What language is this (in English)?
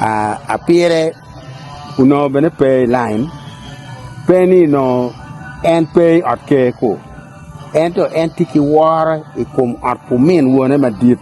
Acoli